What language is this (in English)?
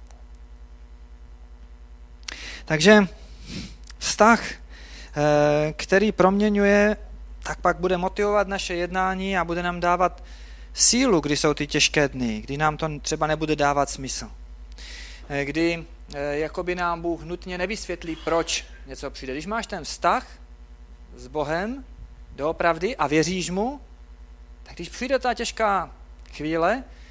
Czech